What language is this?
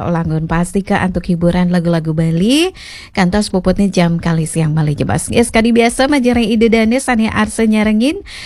Balinese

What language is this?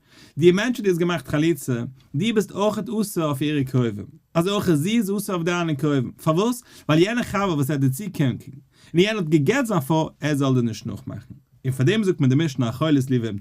Yiddish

